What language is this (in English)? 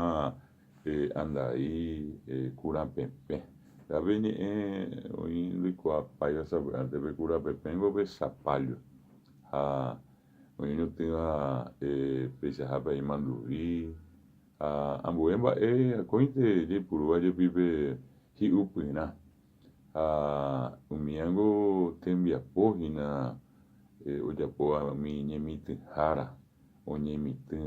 Guarani